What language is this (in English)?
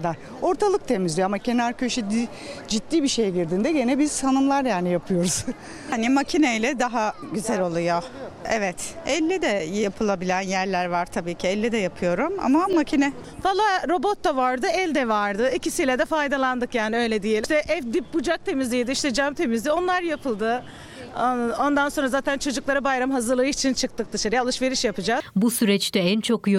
Turkish